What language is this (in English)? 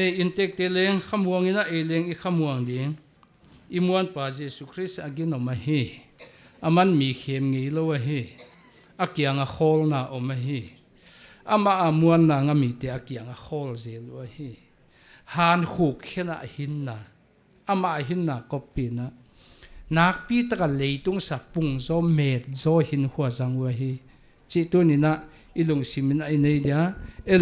Paite Chin